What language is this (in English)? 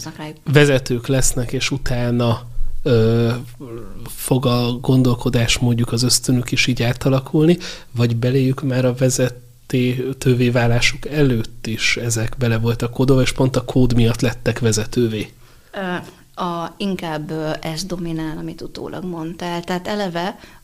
Hungarian